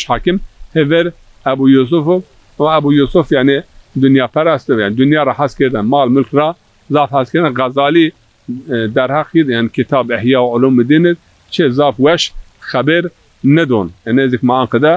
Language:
Zaza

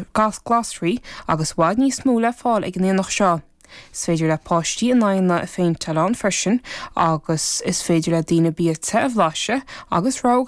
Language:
Irish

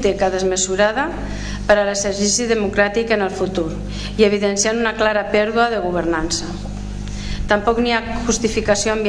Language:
Catalan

